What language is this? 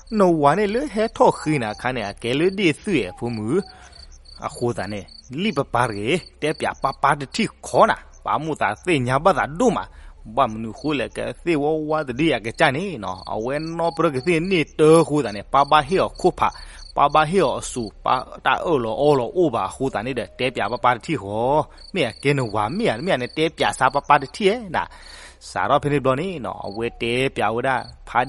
S'gaw Karen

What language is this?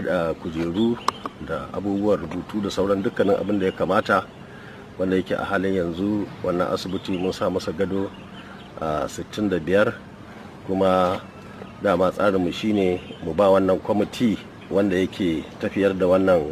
Hausa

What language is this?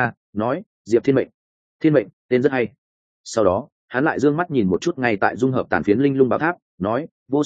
Vietnamese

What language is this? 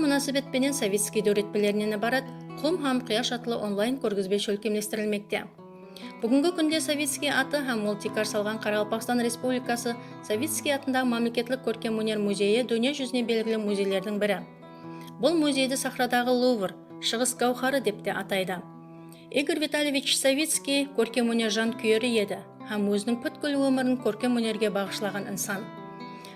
Kara-Kalpak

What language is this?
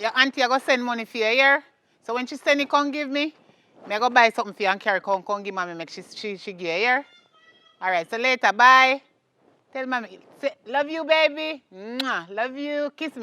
Jamaican Creole English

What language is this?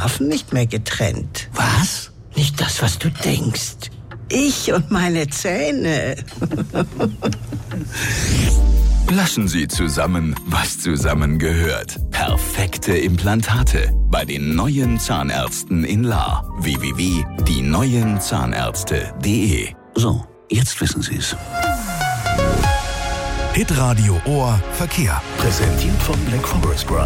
German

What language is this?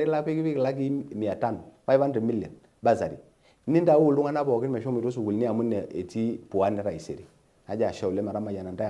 Masai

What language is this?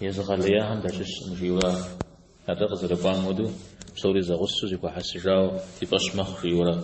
Kabardian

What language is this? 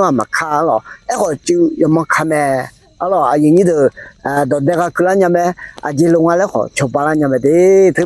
Akha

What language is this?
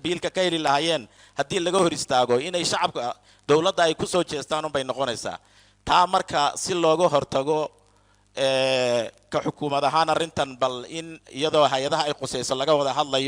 Somali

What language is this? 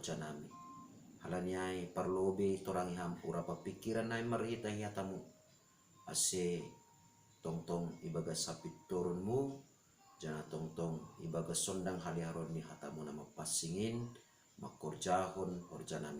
Batak Simalungun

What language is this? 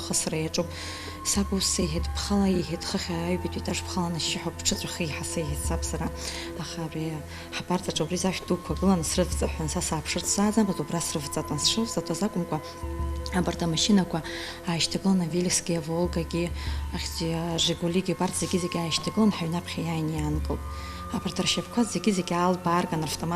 Abkhazian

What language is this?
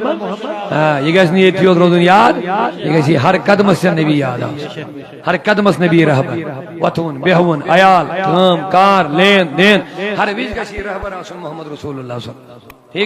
Kashmiri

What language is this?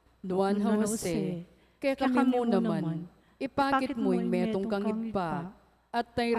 Pampanga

